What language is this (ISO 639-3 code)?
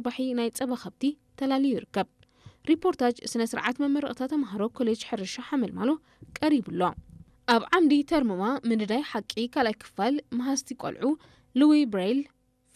tir